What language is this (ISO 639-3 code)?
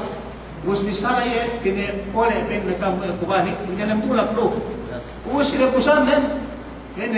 yka